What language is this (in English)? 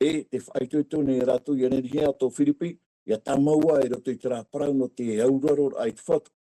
Tahitian